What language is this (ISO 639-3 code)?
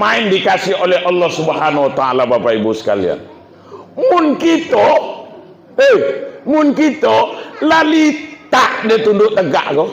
min